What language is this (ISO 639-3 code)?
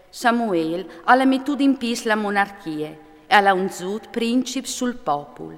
fur